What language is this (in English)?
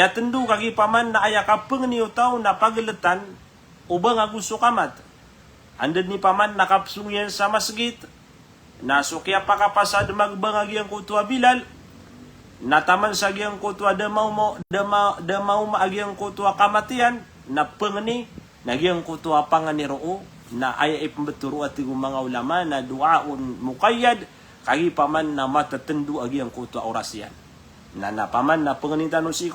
Maranao